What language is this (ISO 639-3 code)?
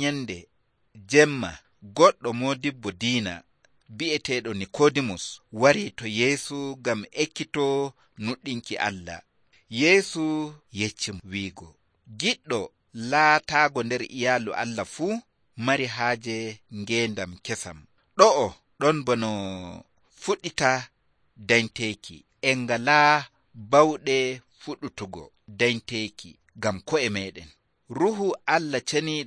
fuv